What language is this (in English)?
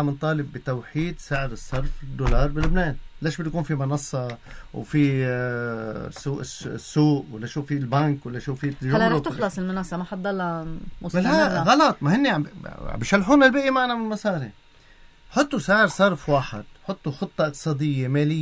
North Levantine Arabic